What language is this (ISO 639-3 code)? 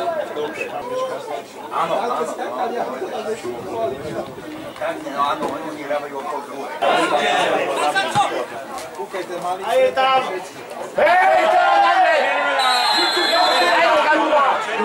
slk